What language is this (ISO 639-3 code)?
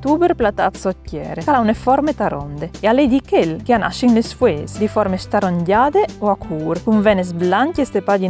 fur